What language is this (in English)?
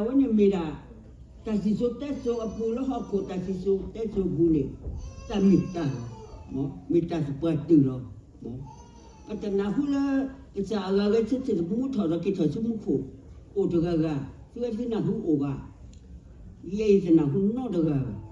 S'gaw Karen